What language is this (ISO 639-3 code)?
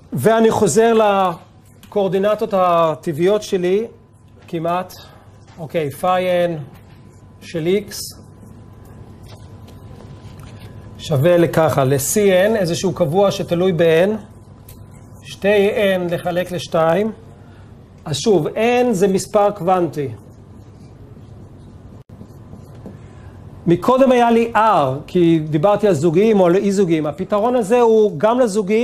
heb